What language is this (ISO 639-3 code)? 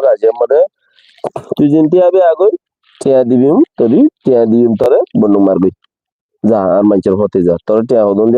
rhg